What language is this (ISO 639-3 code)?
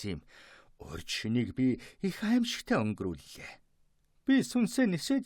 mon